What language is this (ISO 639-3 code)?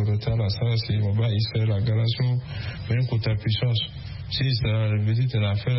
sag